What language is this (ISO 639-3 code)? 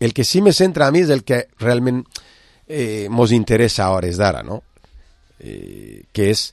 cat